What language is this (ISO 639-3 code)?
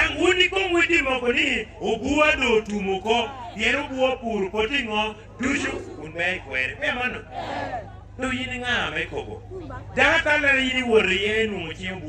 laj